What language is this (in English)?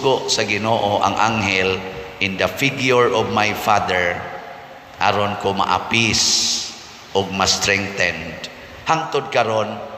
Cebuano